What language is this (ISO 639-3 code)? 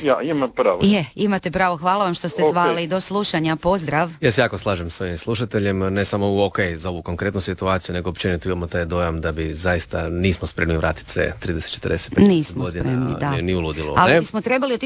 hrv